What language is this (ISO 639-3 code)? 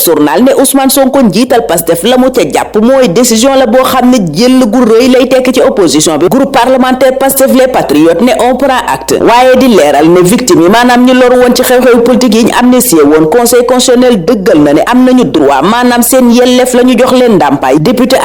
wol